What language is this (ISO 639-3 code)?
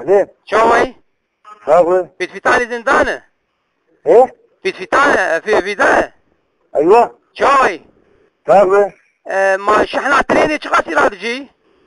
kur